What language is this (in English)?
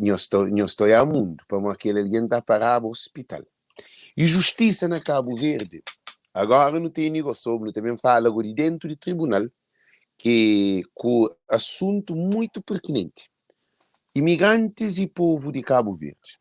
Kabuverdianu